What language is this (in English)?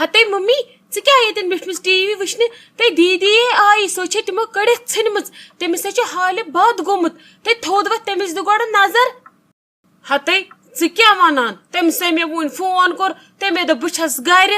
Kashmiri